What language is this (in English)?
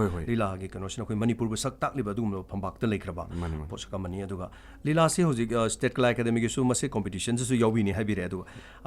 Manipuri